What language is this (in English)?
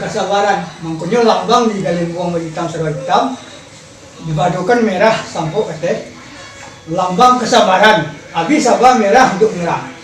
Minangkabau